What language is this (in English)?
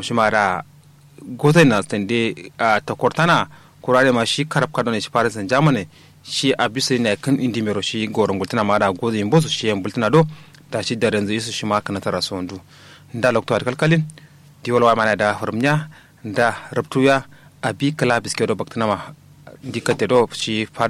Kanuri